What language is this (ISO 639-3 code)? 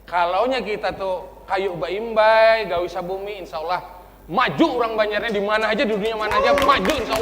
bjn